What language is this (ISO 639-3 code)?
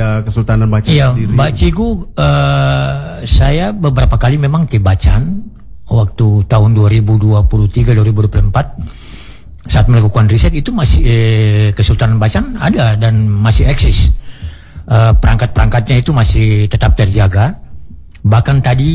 ind